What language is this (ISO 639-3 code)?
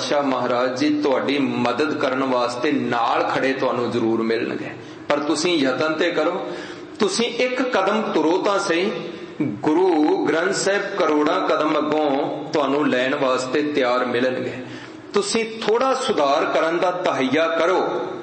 pan